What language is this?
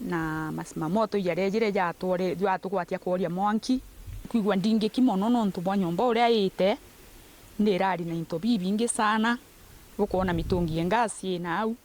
Meru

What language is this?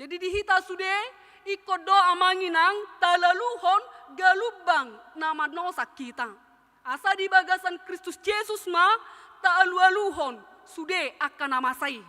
Batak Toba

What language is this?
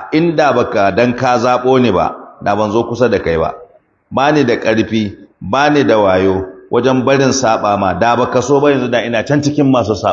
Hausa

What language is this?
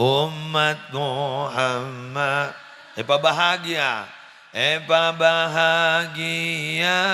Madurese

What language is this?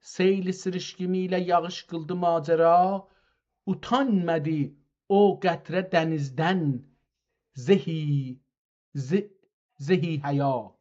South Azerbaijani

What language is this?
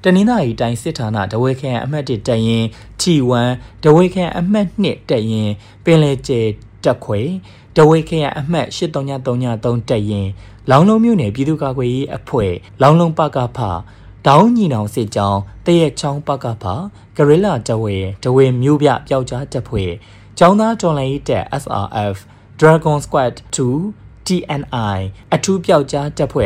Burmese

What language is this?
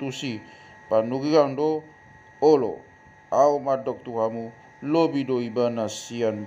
Batak Toba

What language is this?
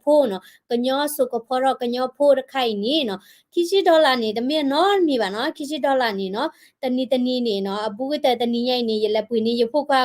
S'gaw Karen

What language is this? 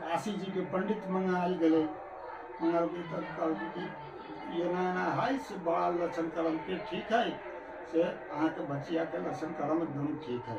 Maithili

